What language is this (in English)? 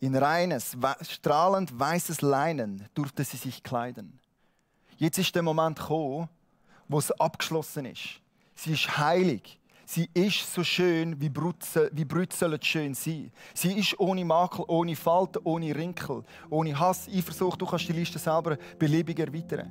Swiss German